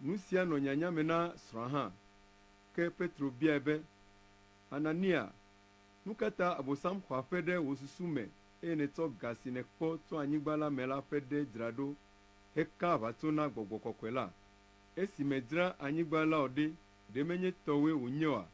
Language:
Ewe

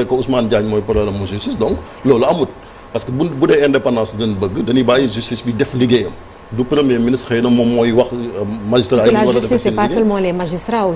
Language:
Wolof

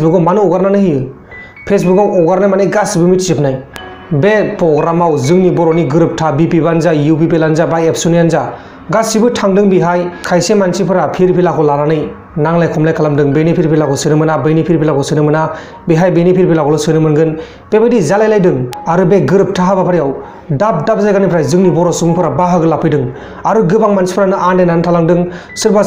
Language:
Bodo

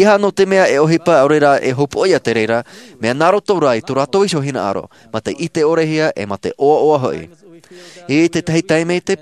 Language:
Tahitian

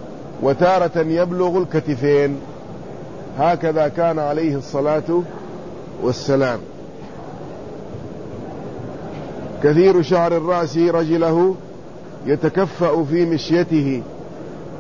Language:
Arabic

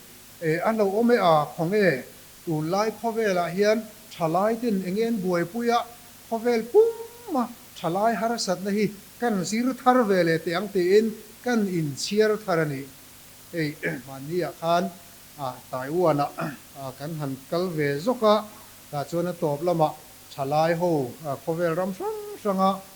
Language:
Mizo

